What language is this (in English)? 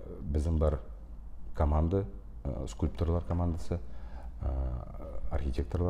Tatar